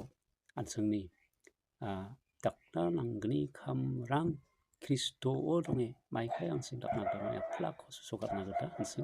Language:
Garo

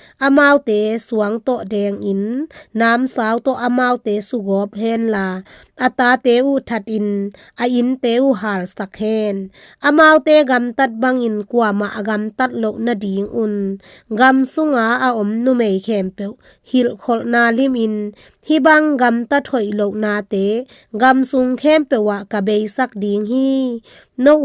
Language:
Tedim Chin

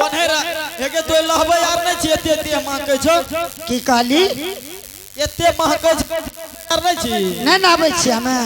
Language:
Angika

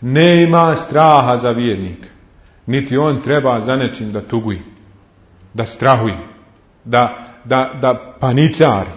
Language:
Bosnian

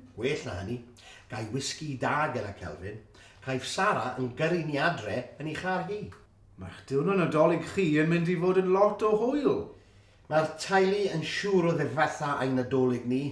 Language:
Welsh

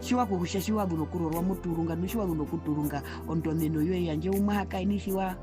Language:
Herero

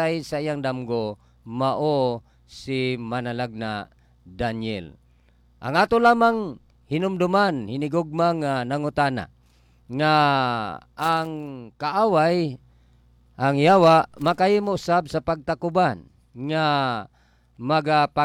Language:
Cebuano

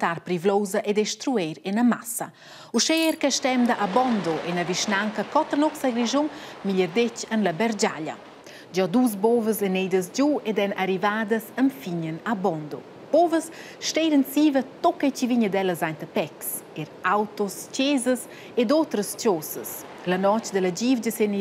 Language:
Romansh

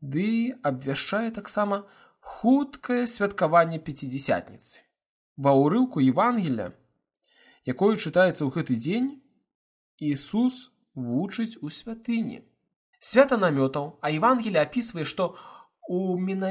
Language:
Belarusian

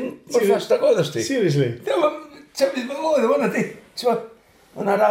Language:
Welsh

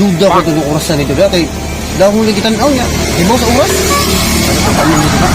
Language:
Cebuano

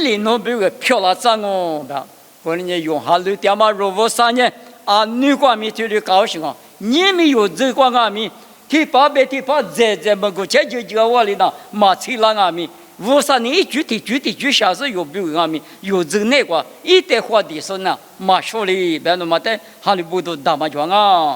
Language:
Lisu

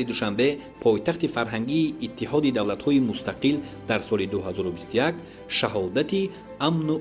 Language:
Tajik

